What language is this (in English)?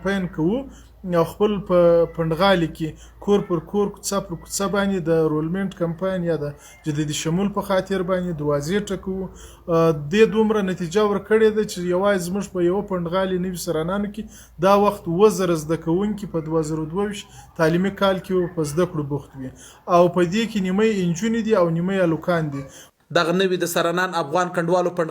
Pashto